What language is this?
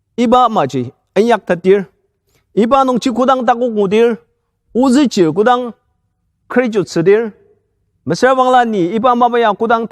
Ao Naga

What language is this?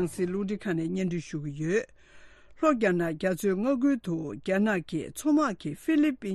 Tibetan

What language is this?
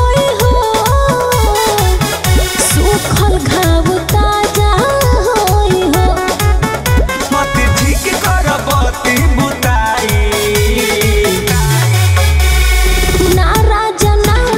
Bhojpuri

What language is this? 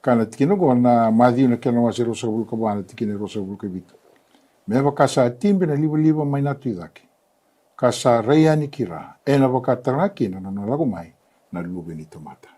Fijian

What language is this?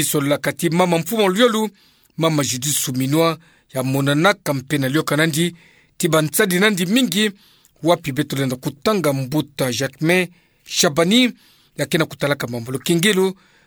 Kituba (Democratic Republic of Congo)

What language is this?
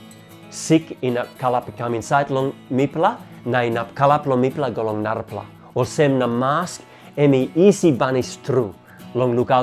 Tok Pisin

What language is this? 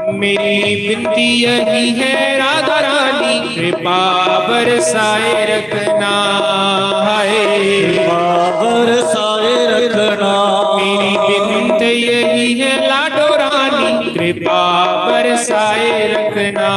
Dogri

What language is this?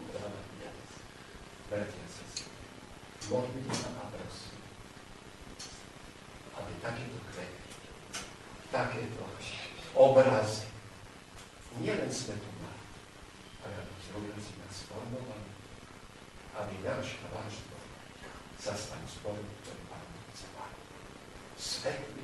Slovak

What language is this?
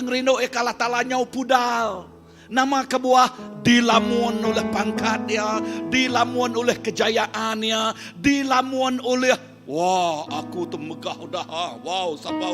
Iban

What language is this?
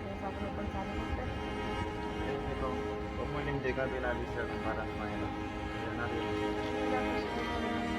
Haitian Creole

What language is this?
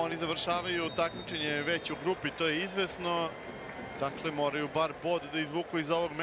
Serbian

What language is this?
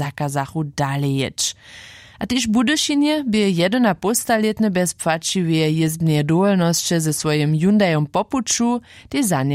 Upper Sorbian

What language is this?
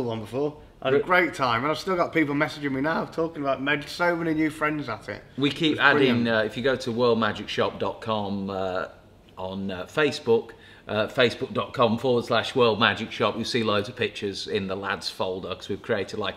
English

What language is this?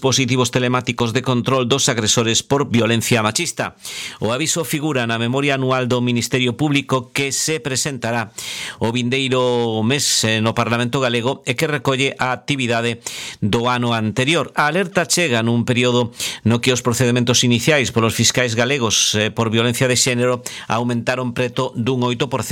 Galician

